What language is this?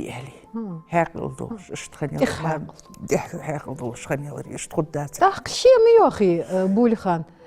Ingush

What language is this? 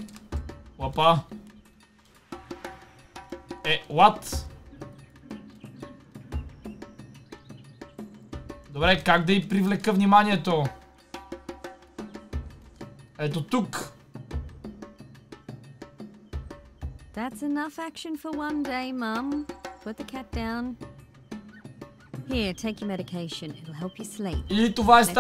Bulgarian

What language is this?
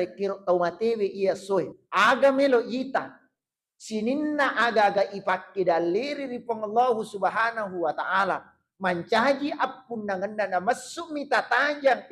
Buginese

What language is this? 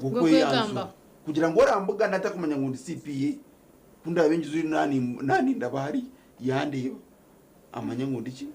Nyankole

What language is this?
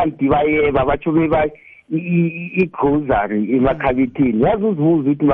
South Ndebele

